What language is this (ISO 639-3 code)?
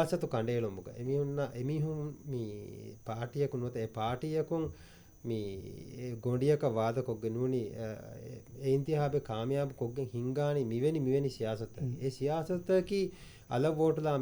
div